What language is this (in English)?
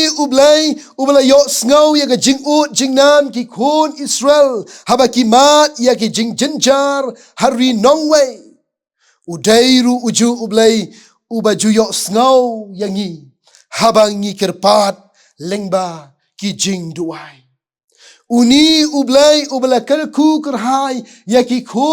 Khasi